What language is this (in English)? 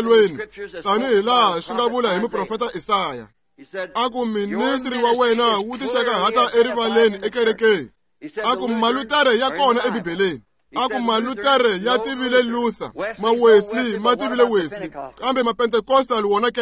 Tsonga